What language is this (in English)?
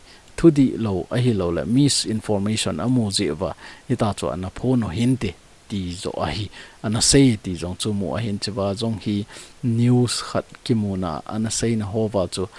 Thado Chin